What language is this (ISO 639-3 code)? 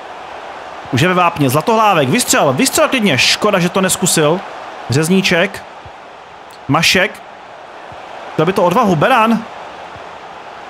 ces